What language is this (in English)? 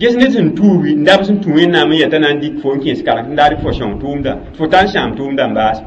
Mossi